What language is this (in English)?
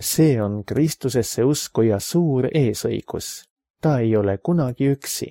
Estonian